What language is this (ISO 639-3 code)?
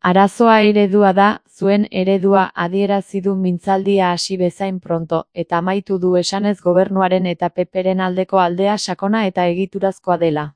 eus